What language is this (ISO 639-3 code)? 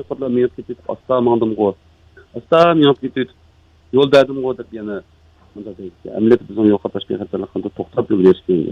uig